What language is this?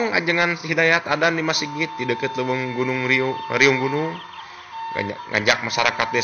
Sundanese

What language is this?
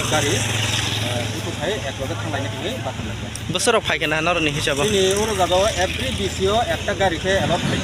Kok Borok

